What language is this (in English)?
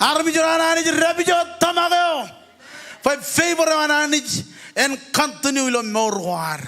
Marshallese